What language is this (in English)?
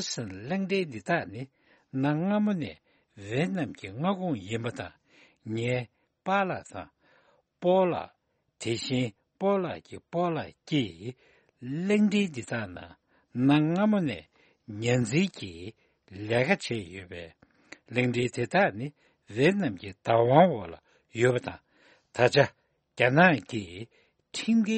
Tibetan